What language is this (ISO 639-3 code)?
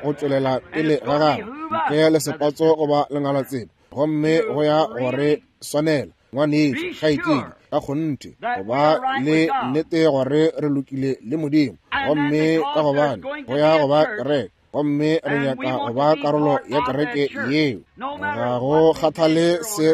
nso